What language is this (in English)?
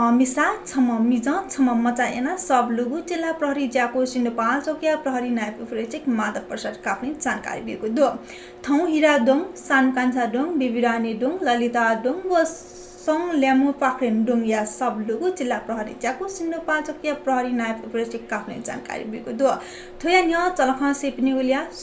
Newari